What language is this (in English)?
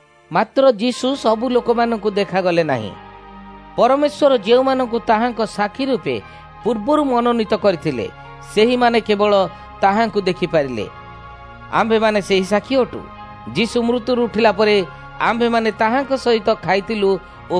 Odia